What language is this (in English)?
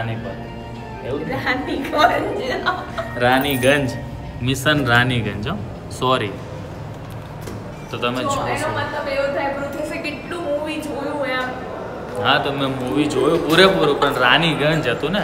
Gujarati